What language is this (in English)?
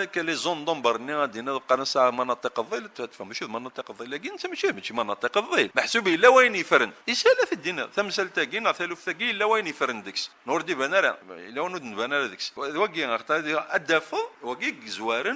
Kabyle